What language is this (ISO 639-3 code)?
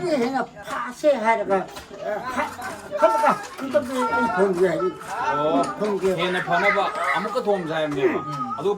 mni